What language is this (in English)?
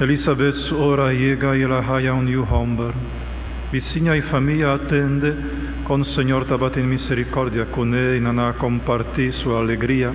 Papiamento